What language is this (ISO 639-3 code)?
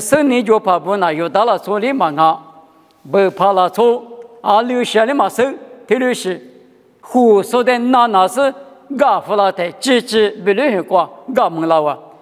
lis